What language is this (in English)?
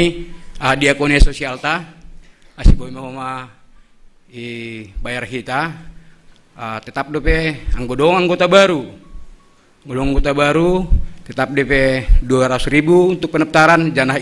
Batak Simalungun